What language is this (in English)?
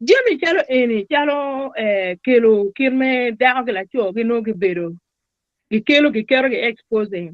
Acoli